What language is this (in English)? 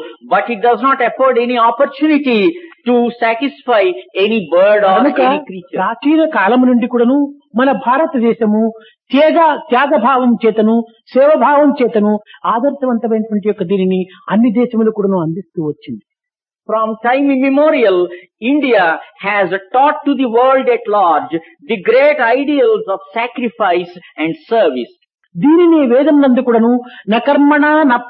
Telugu